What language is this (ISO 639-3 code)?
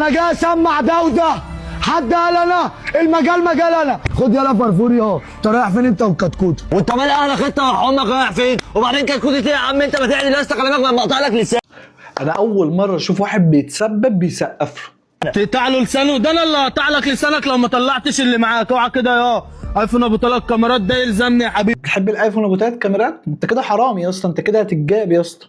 arz